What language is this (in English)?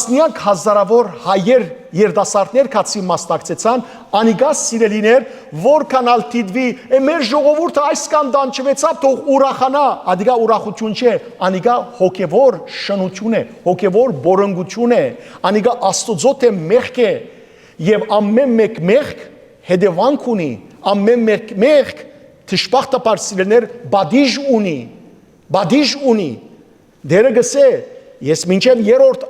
Western Armenian